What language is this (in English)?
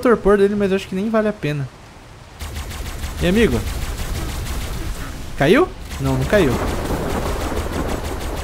Portuguese